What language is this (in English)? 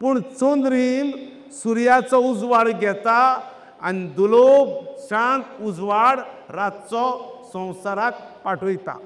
Konkani